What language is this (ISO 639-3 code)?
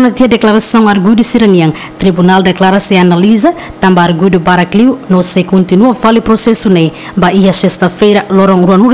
tet